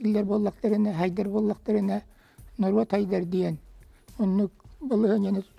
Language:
Yakut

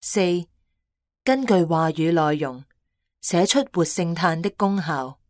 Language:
Cantonese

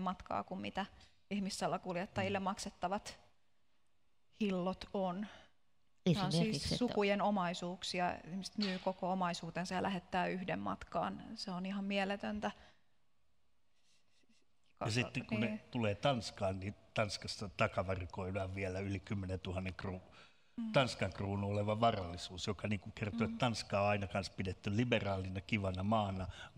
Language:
Finnish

